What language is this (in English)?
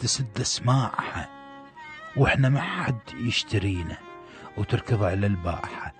Mesopotamian Arabic